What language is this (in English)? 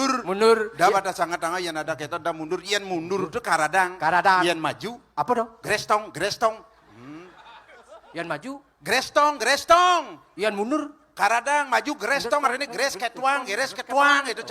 Balinese